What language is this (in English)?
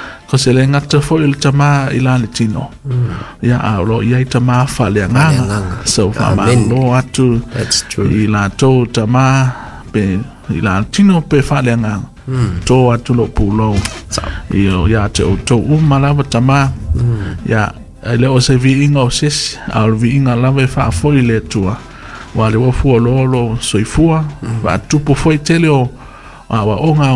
Samoan